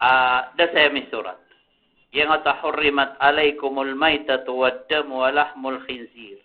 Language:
Maranao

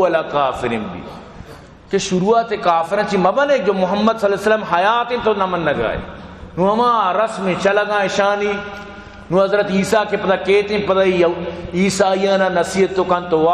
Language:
Baluchi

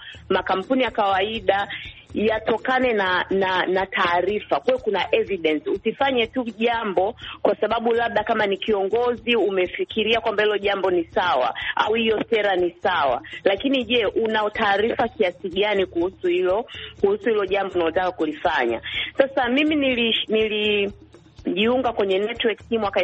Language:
Swahili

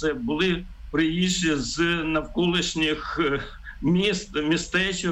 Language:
Ukrainian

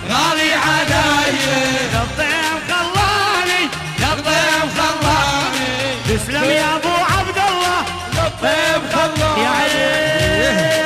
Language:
South Levantine Arabic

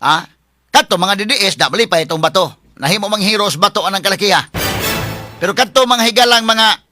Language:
Cebuano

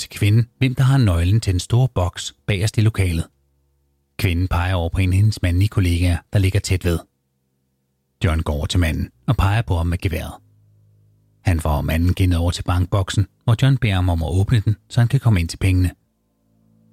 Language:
Danish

